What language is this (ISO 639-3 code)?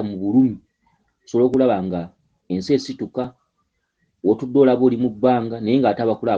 lug